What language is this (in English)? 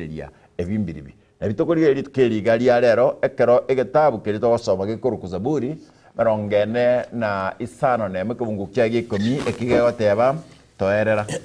Gusii